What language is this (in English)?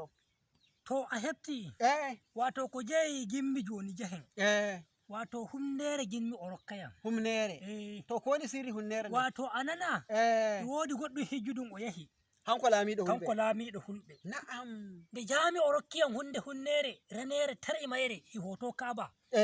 Fula